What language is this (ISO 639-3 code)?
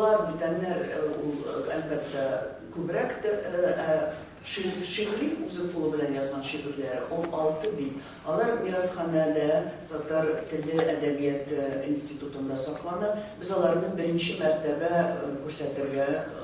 tat